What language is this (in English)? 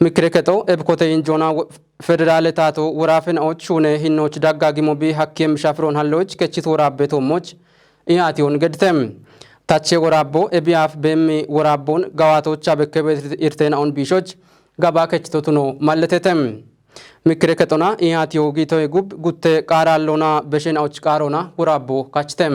Kafa